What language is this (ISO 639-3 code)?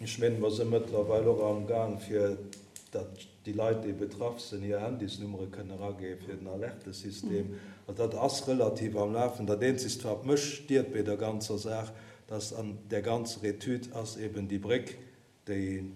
ltz